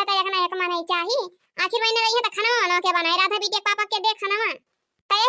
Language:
Awadhi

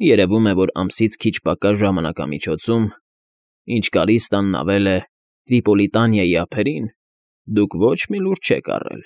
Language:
Armenian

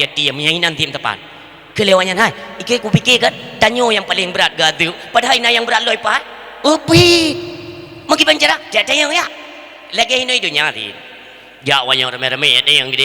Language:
Achinese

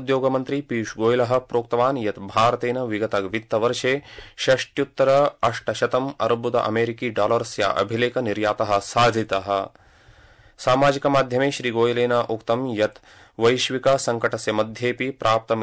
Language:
Sanskrit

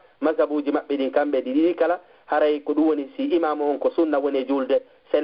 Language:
Fula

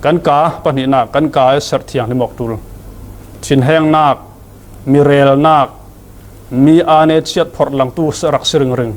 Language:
Falam Chin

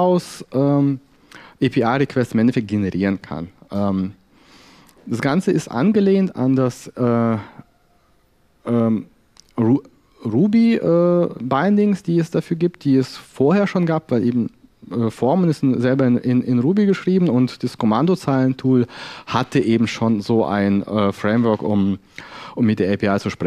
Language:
German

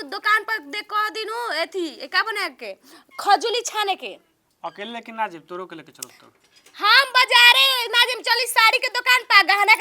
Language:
Bhojpuri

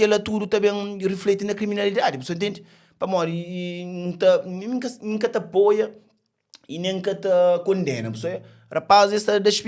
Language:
Kabuverdianu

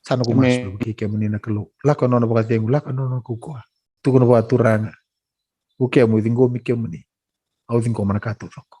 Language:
Fijian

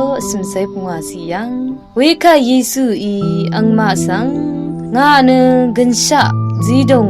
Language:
Rawang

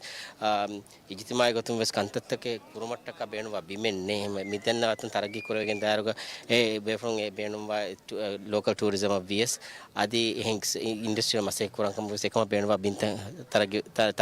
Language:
Divehi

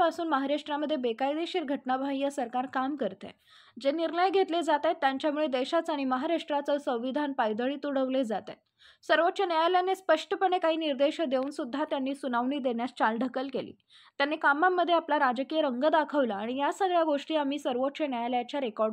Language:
Marathi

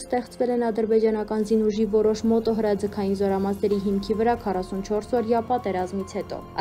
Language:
Armenian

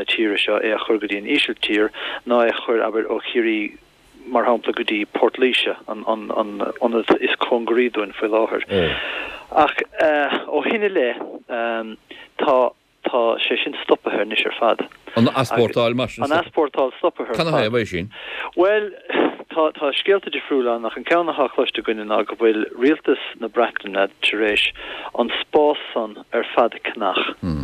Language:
Irish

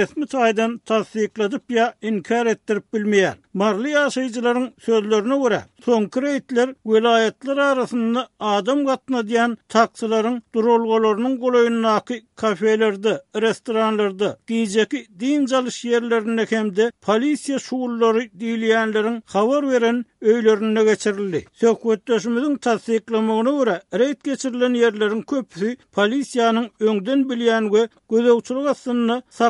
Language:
Turkmen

